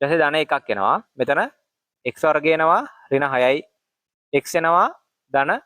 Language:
Sinhala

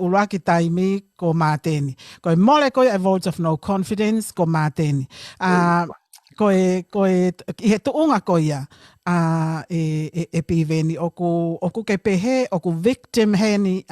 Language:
Tongan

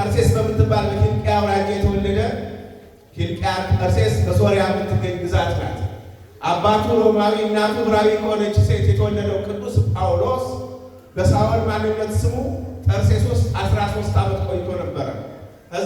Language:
Amharic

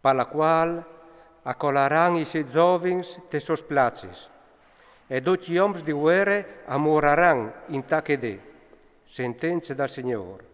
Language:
Friulian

